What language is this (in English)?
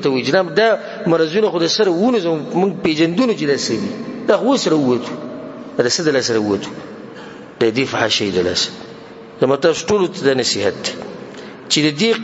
Pashto